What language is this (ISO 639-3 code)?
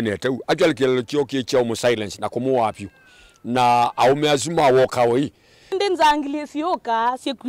kam